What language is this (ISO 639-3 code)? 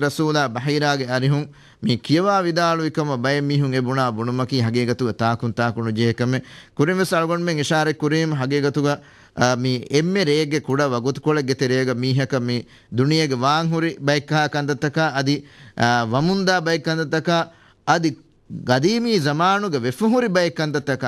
div